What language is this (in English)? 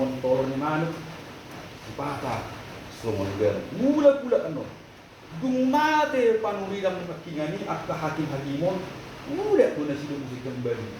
Batak Toba